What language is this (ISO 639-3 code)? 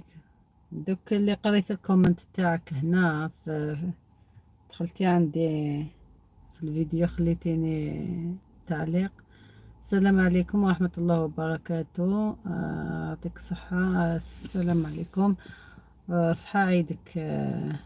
arq